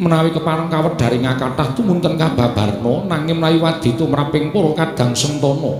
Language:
Javanese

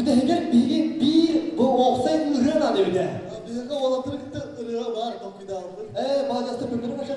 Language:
Yakut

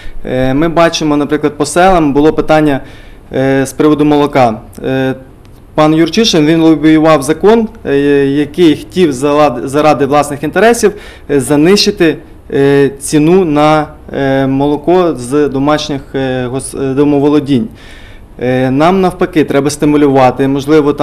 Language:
Ukrainian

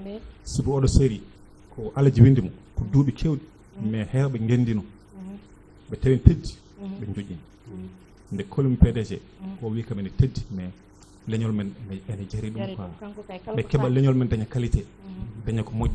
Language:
Fula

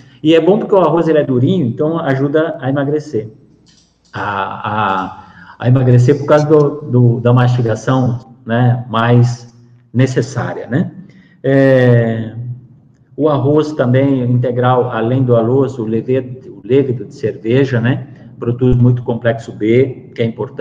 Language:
Portuguese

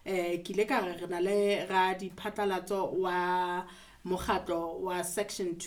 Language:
Southern Sotho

